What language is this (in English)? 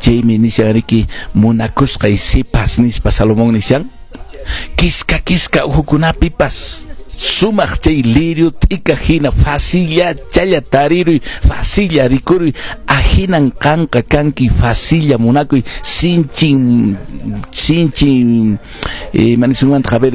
Quechua